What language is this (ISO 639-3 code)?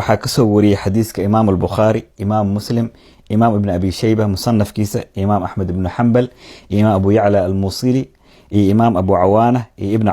som